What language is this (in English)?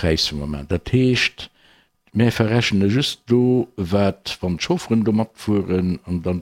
Luxembourgish